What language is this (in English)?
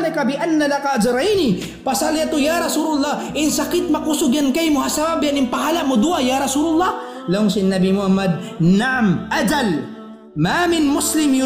Tausug